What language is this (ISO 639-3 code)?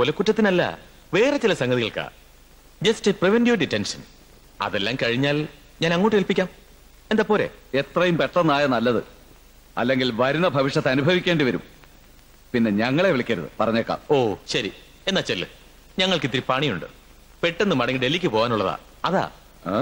mal